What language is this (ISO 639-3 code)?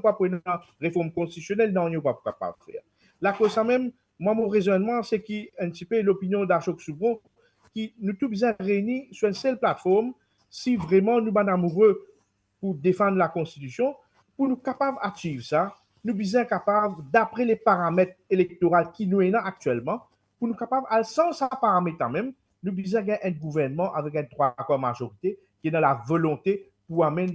mfe